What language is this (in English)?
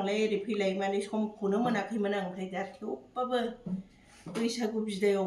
Bodo